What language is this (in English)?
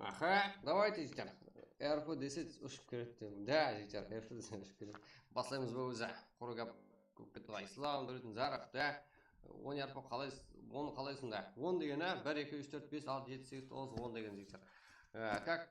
Kara-Kalpak